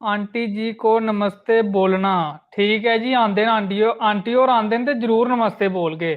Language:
Dogri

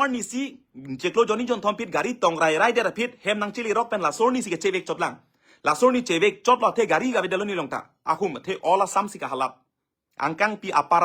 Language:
Karbi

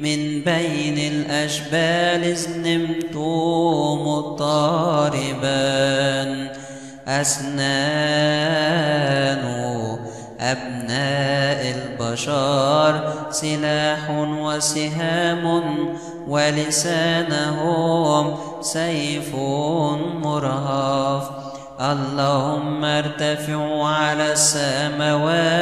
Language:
Arabic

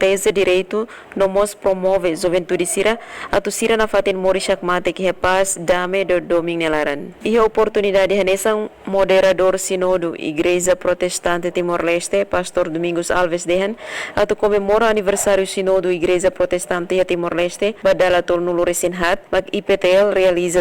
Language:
Tetum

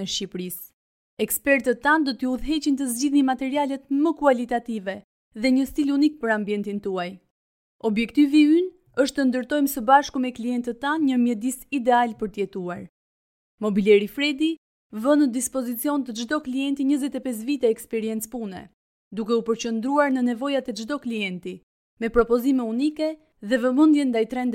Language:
Albanian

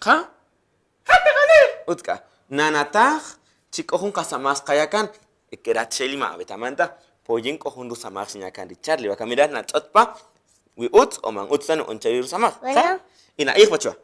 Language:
Kaqchikel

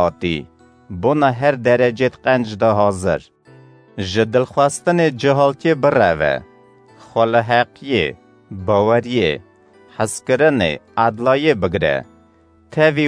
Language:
Kurdish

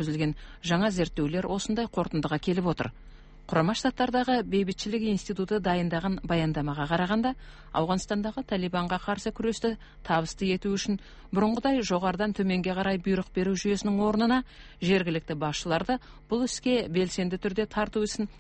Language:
Kazakh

